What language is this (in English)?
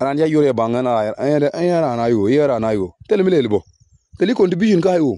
Nuer